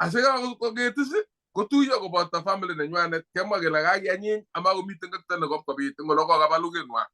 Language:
Kalenjin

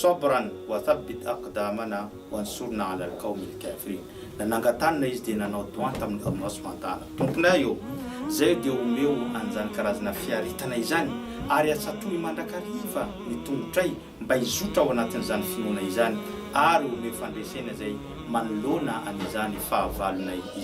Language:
Malagasy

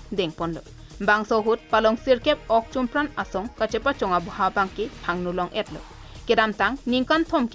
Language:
Karbi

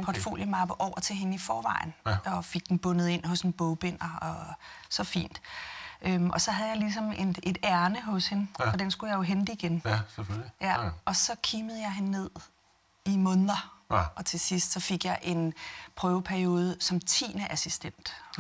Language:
Danish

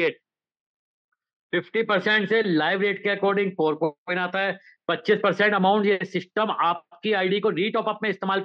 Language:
Hindi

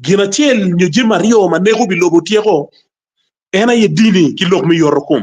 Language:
Acoli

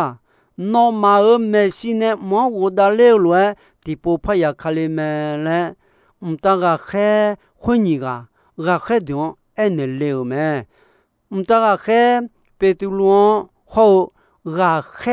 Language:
Akha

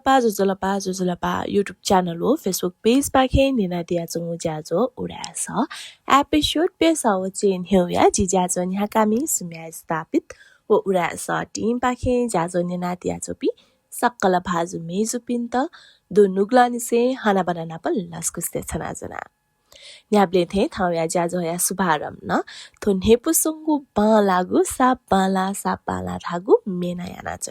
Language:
Newari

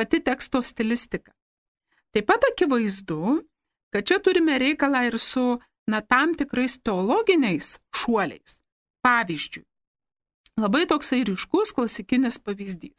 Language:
Lithuanian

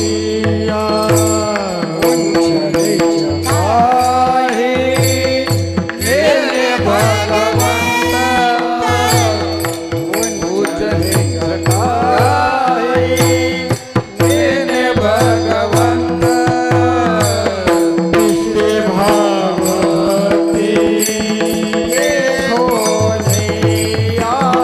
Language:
Marathi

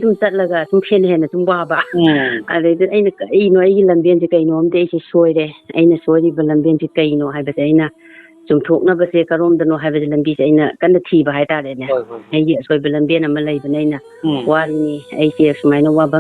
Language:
Manipuri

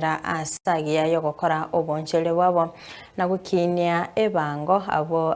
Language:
Gusii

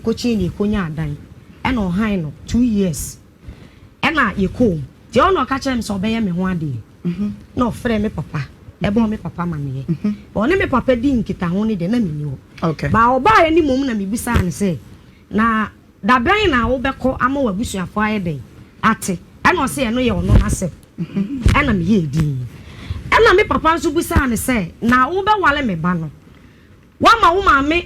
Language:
Akan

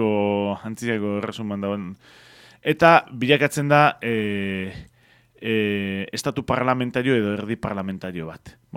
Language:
Basque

